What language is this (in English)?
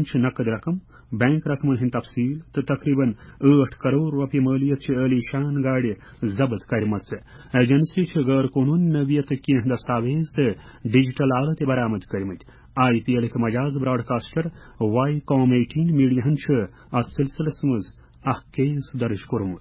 Kashmiri